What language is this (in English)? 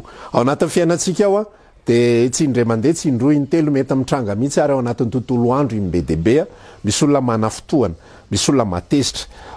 Malagasy